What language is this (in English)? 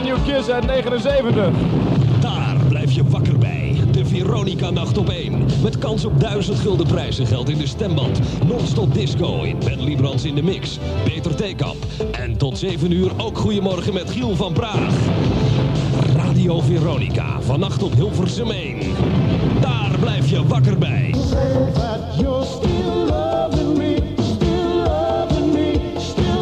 Dutch